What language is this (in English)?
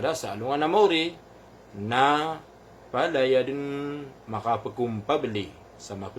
Maranao